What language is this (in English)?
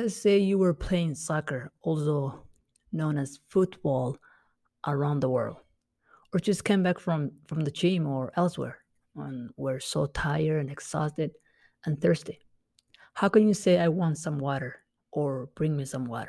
English